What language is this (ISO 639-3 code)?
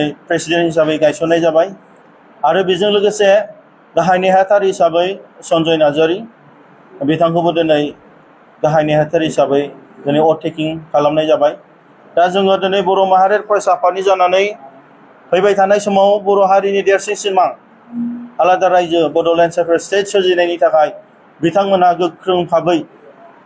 brx